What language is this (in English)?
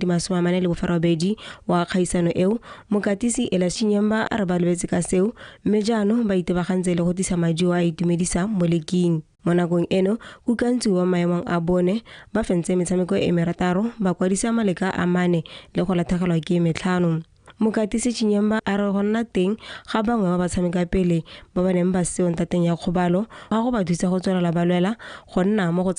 Tswana